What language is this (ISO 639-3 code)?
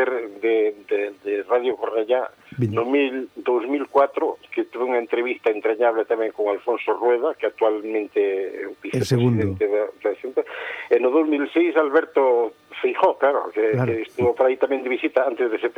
glg